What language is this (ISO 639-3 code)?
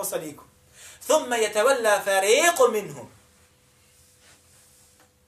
bos